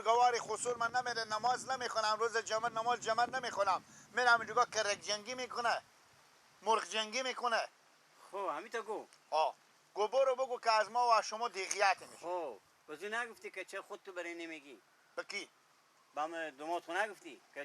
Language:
Persian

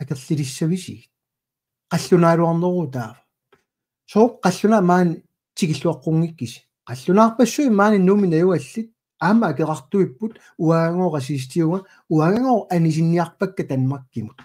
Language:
Kalaallisut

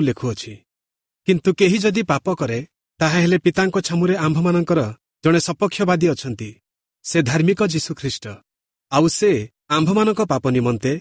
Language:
Odia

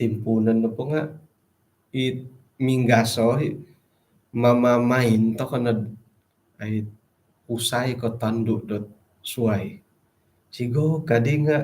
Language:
Central Dusun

